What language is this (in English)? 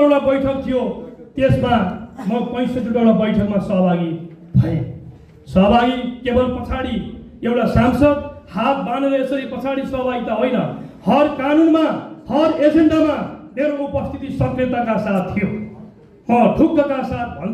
Nepali